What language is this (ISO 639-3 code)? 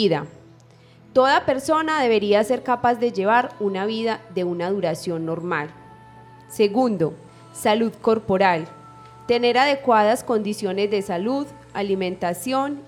spa